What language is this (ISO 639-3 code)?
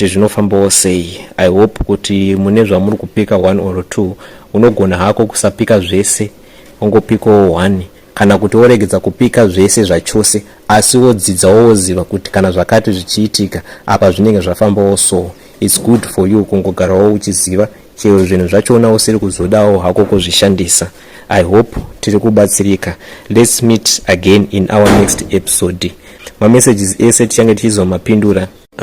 sna